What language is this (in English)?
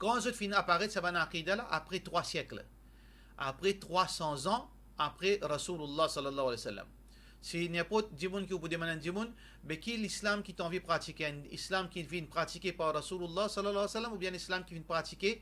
Morisyen